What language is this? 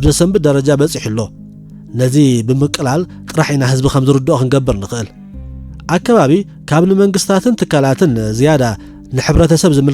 Tigrinya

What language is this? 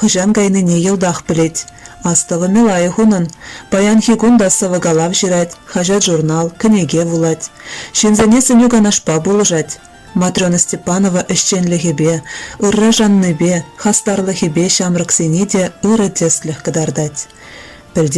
Chuvash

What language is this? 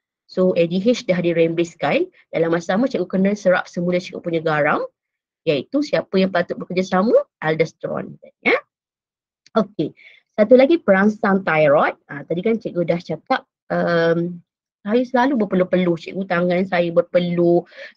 Malay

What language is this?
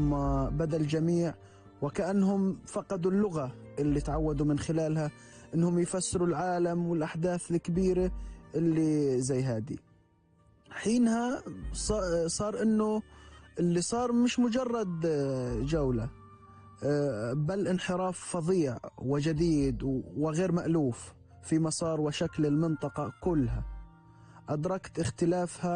North Levantine Arabic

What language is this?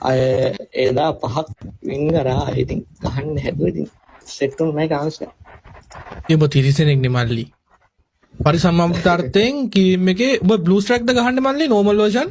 Sinhala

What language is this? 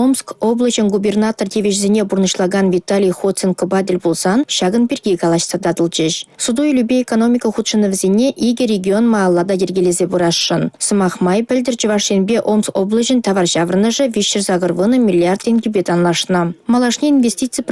Chuvash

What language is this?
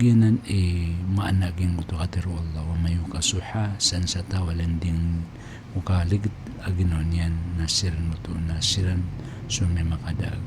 Maranao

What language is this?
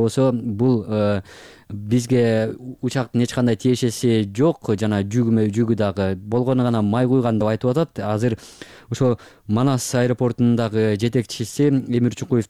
Kyrgyz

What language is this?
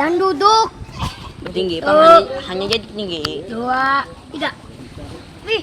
Banjar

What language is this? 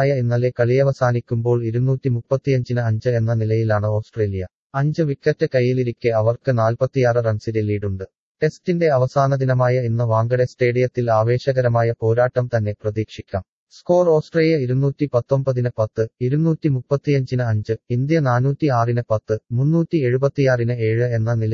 Malayalam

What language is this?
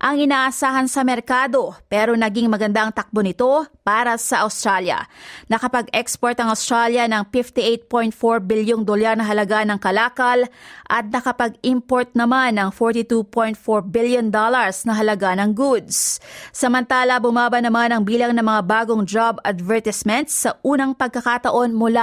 Filipino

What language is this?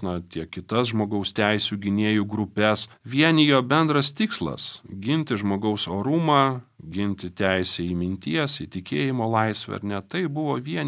Lithuanian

